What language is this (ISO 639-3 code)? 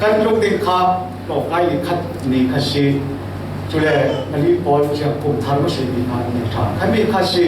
cfm